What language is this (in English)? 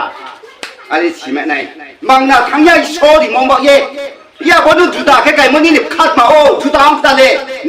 Riang (India)